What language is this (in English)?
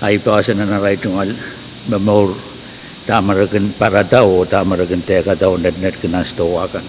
Pohnpeian